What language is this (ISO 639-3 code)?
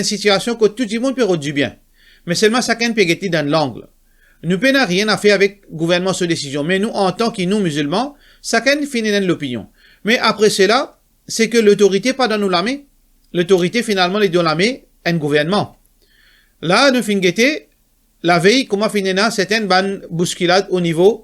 mfe